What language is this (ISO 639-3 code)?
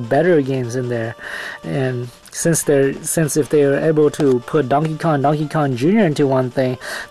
eng